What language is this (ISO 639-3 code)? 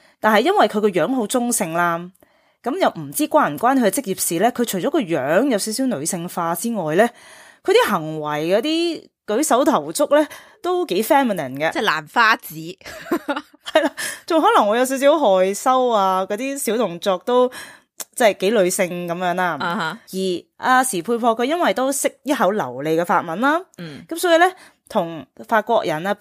yue